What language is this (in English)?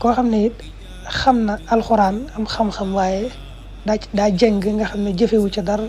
Wolof